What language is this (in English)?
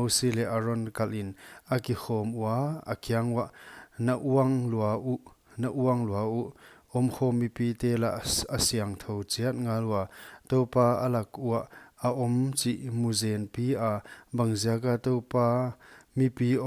Paite Chin